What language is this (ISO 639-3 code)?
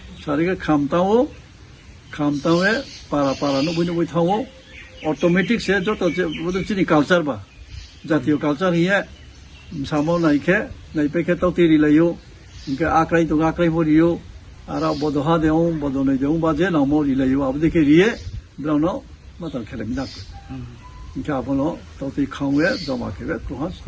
ria